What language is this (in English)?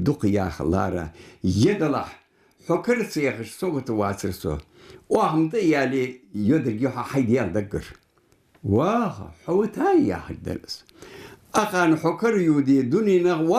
Ingush